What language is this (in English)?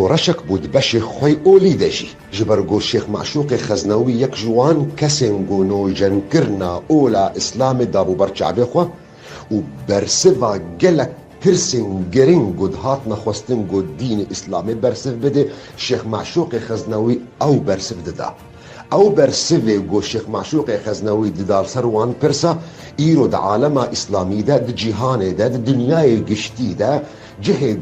Kurdish